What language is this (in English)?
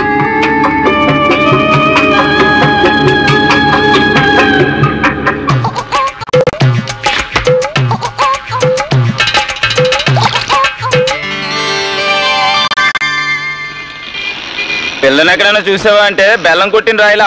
Telugu